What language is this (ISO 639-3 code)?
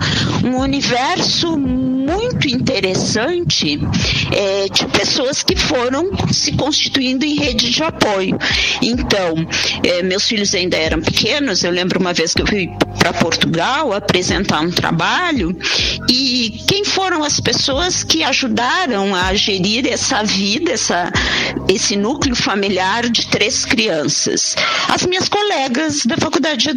por